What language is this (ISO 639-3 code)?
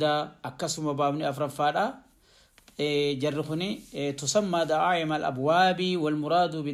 orm